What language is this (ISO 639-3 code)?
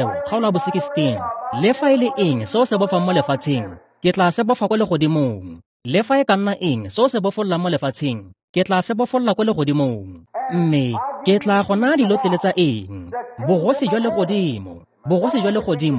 tsn